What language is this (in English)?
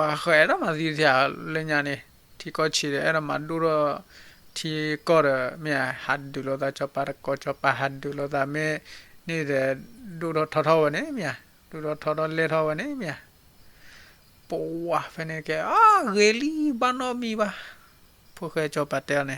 S'gaw Karen